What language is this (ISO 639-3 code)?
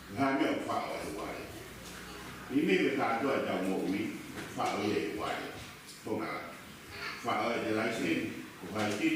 ton